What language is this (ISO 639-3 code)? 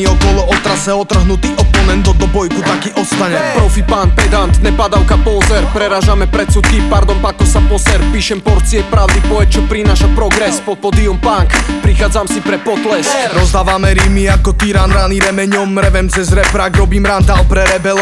slk